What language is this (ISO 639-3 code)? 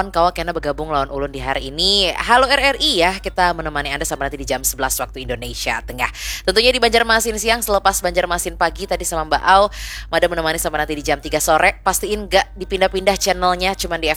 bjn